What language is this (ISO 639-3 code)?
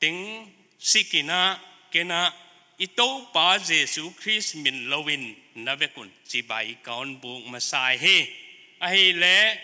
pck